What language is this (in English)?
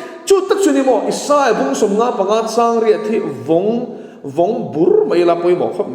Mizo